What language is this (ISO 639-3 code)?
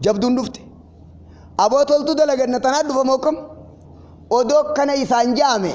orm